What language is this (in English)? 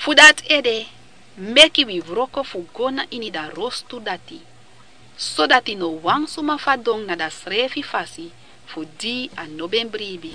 Sranan Tongo